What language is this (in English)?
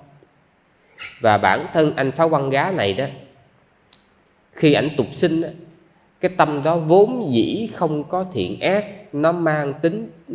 Vietnamese